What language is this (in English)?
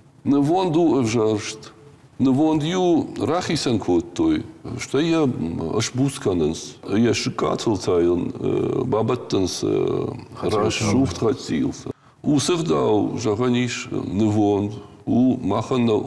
Ossetic